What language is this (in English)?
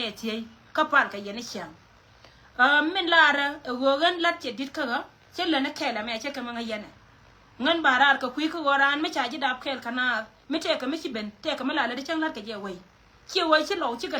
Nuer